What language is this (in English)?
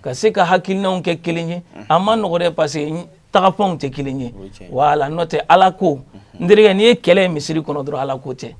Bambara